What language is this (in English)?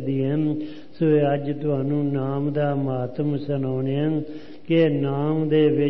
Punjabi